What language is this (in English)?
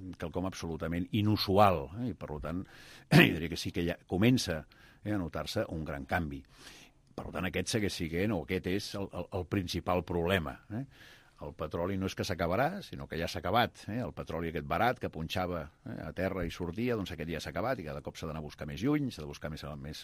Catalan